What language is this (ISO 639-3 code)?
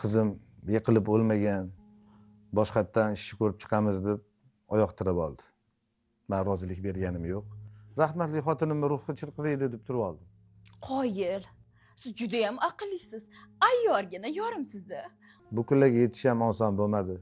uzb